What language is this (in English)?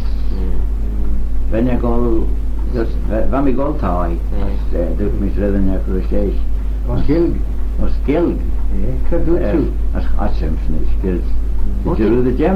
Manx